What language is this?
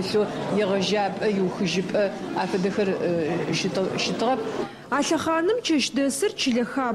Adyghe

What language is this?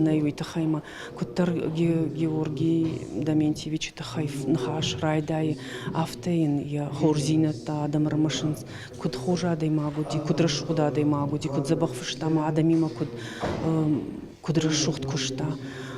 Ossetic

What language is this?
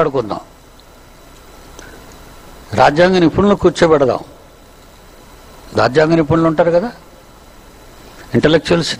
Telugu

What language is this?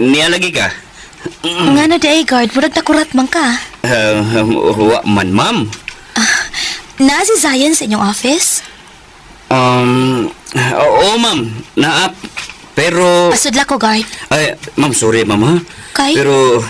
Cebuano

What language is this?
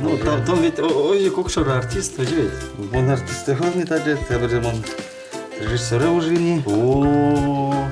Udmurt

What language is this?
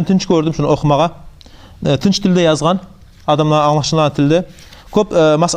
Kumyk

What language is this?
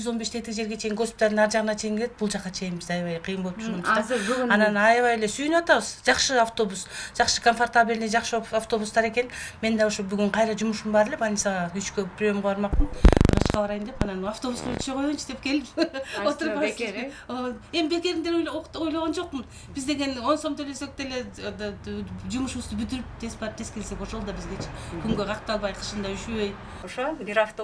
Kyrgyz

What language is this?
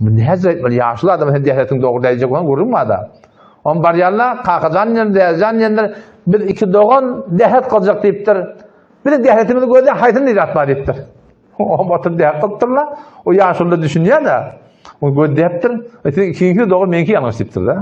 Turkmen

